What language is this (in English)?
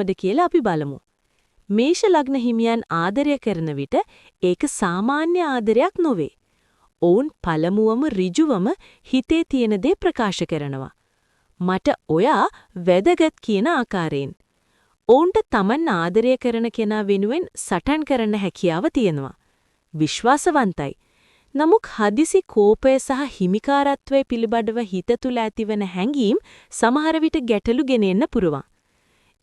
Sinhala